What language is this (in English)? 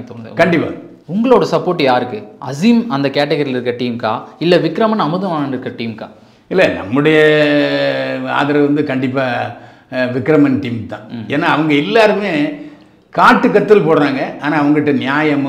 Tamil